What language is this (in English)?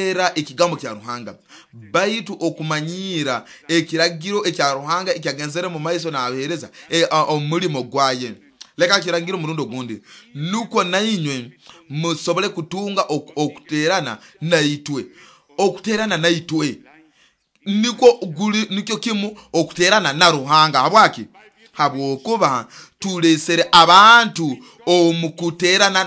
Nyoro